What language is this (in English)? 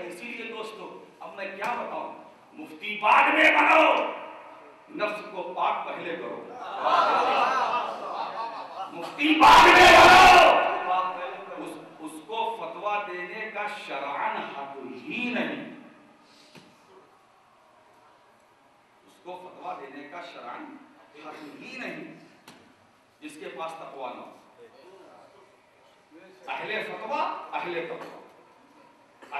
Urdu